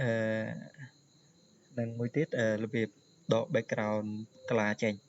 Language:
Khmer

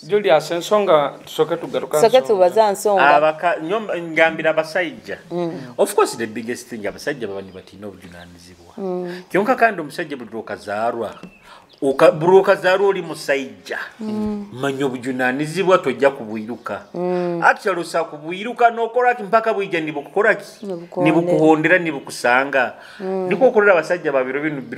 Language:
Nyoro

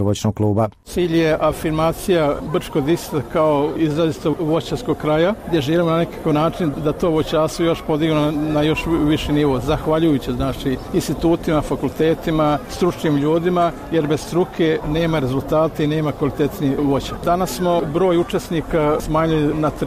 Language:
Bosnian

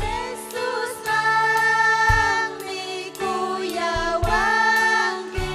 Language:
Ayacucho Quechua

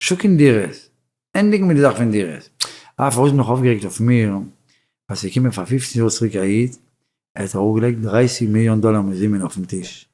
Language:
Yiddish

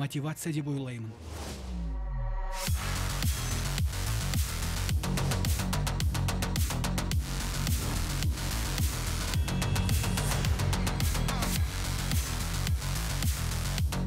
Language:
Kazakh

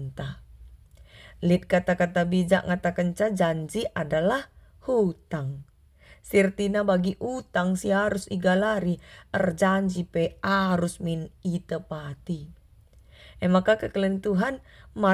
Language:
Batak Karo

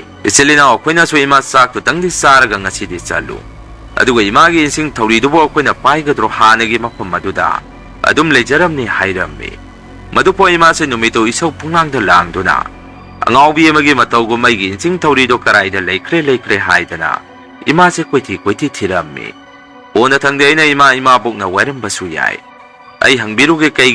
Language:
Manipuri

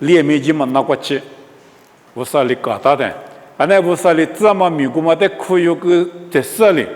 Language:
Lisu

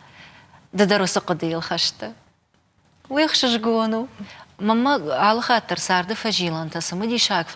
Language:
Ossetic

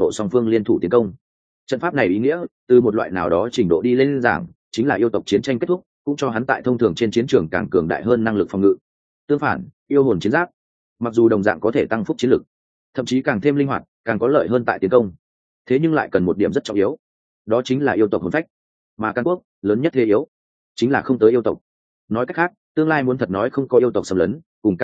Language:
Vietnamese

